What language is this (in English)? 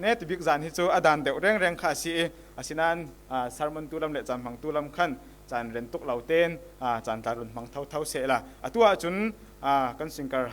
Falam Chin